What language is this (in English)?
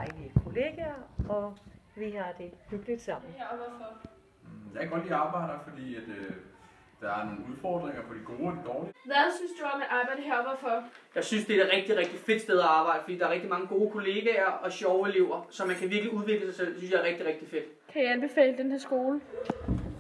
Danish